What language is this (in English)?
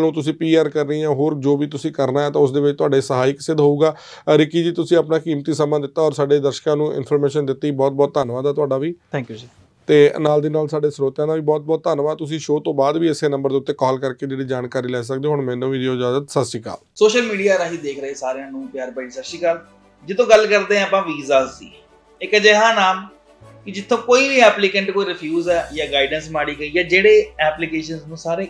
Punjabi